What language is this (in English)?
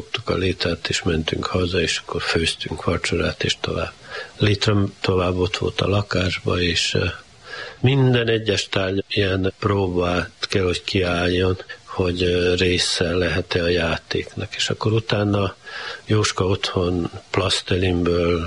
Hungarian